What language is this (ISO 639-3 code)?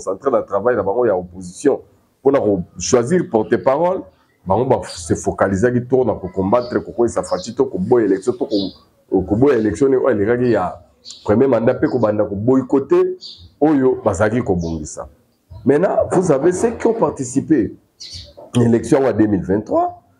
lin